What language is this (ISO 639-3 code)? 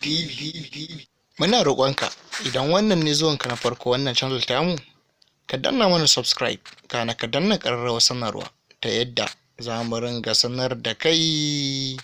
hau